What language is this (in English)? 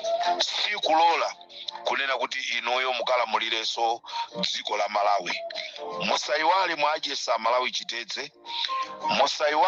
Nyanja